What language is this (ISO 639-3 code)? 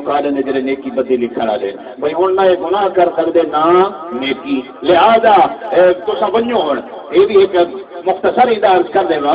skr